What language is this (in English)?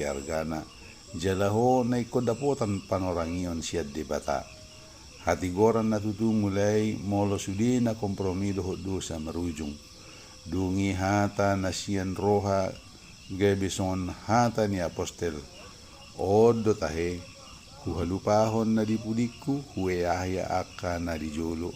Batak Toba